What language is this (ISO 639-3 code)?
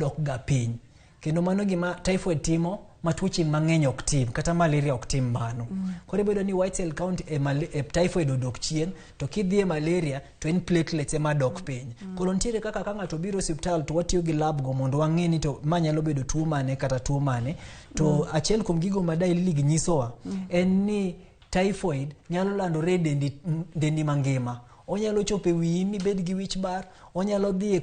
luo